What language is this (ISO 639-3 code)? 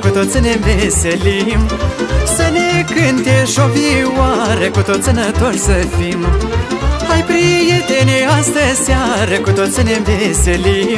ron